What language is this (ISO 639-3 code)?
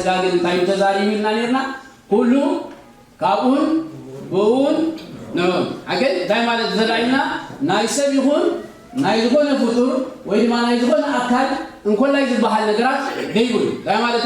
tir